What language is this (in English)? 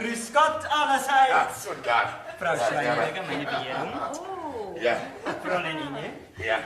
Bavarian